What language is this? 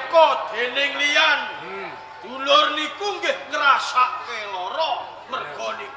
Javanese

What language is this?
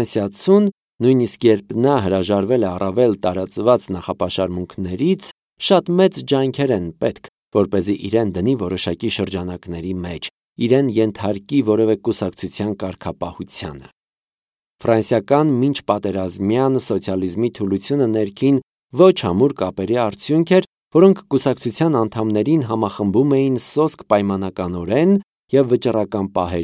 Armenian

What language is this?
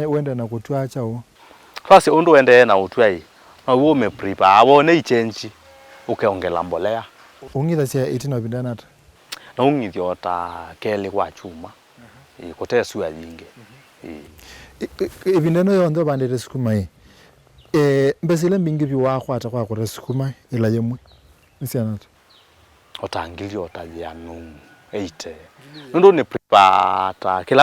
Kamba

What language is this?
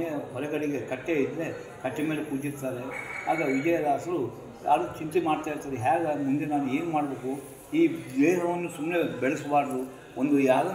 Kannada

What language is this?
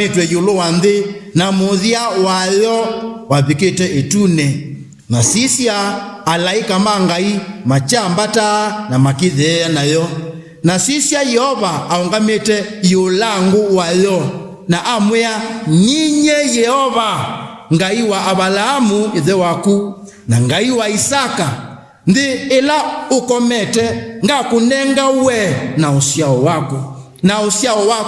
Kamba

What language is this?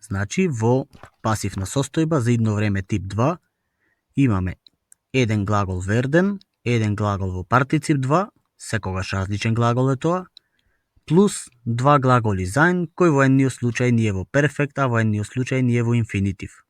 Macedonian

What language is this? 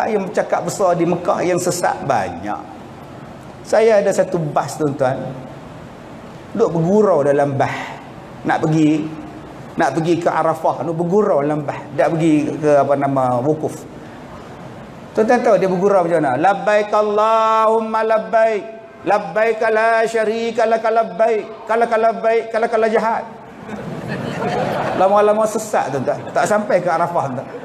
Malay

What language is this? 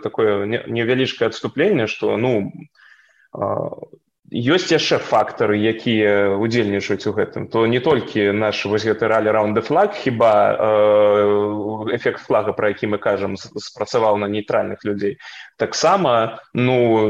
Belarusian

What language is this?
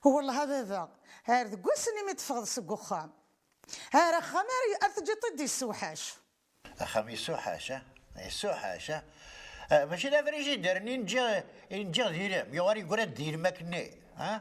Kabyle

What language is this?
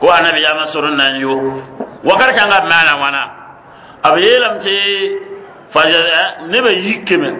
Mossi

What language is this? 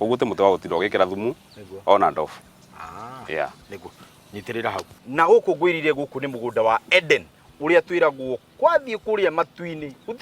Kikuyu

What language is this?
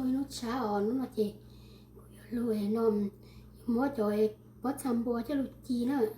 Hmong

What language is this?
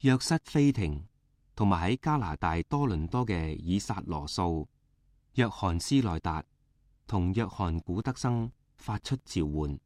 Cantonese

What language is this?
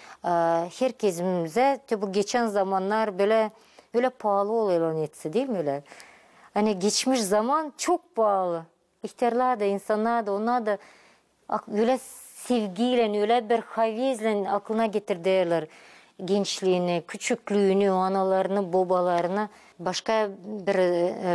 Gagauz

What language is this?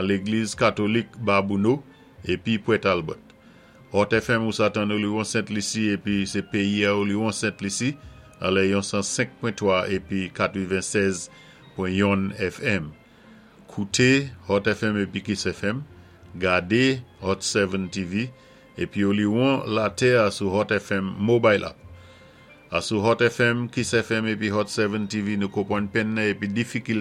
Saint Lucian Creole French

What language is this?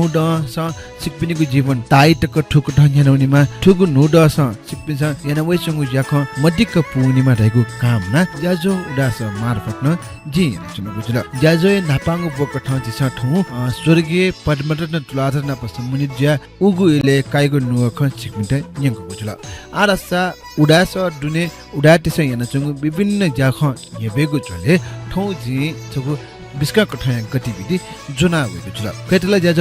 Newari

